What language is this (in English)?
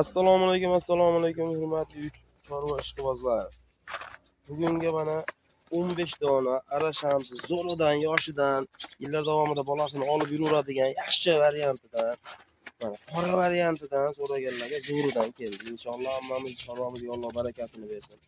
Uzbek